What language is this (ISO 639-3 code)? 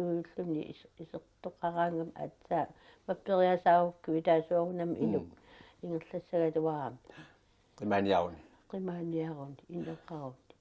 kal